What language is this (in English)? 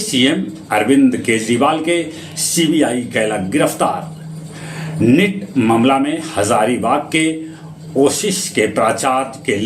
Magahi